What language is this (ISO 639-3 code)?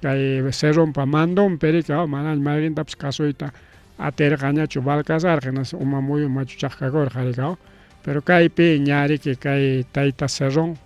quy